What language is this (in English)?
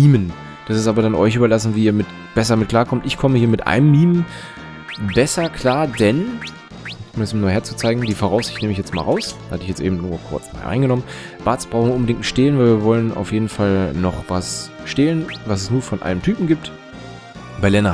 German